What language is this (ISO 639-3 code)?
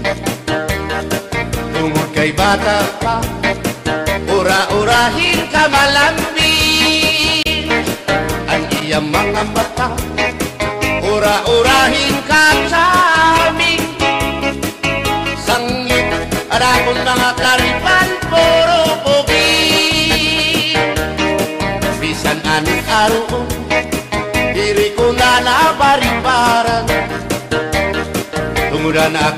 war